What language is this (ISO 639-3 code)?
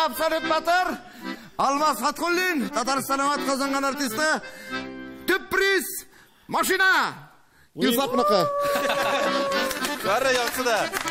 tat